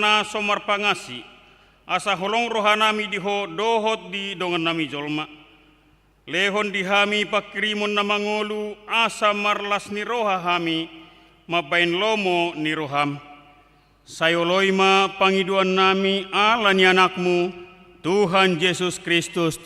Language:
Batak Toba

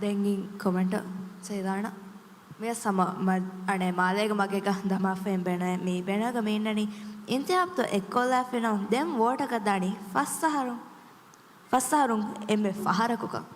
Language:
Divehi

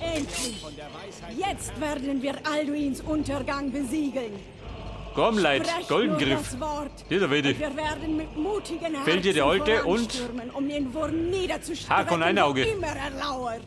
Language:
Bavarian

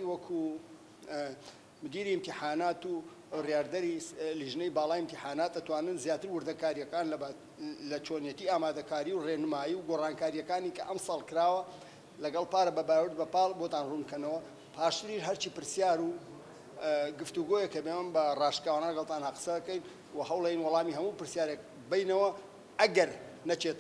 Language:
Central Kurdish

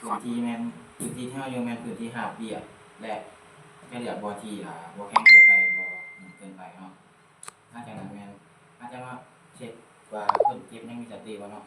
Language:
Lao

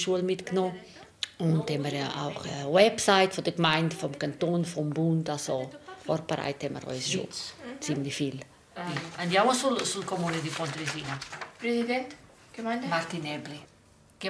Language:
Romansh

